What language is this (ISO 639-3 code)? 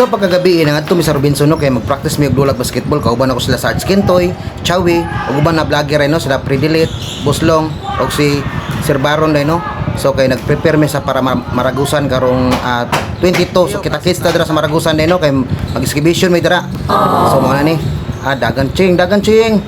ceb